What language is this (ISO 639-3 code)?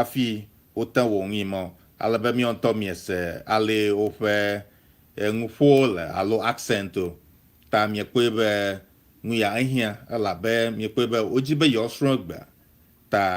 ewe